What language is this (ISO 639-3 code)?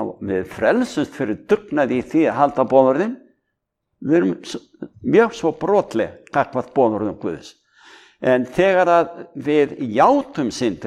isl